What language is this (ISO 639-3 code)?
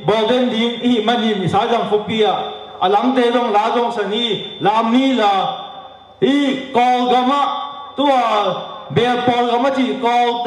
ctd